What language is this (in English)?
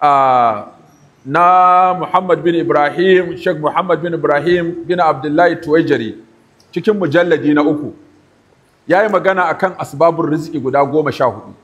Hausa